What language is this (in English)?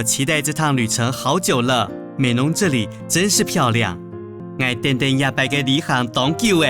Hakka Chinese